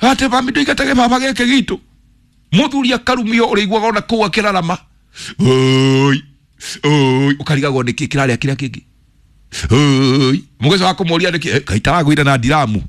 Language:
Kikuyu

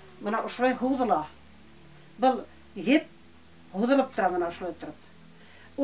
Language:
Bashkir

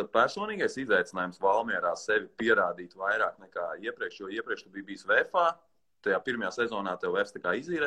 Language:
Latvian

